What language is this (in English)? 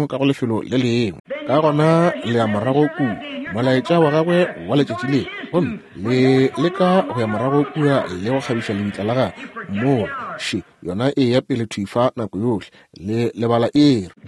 Northern Sotho